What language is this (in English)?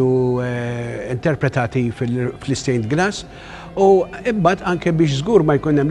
Maltese